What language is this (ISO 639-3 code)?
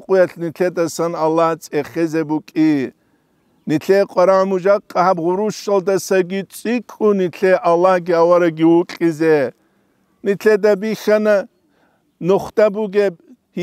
ava